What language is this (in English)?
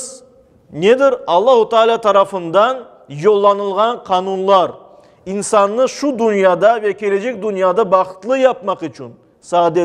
Crimean Tatar